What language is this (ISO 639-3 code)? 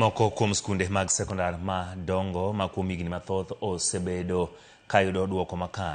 luo